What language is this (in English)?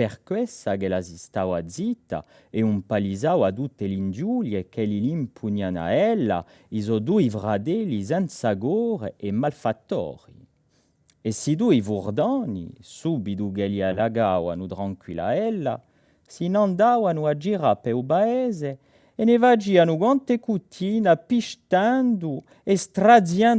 Corsican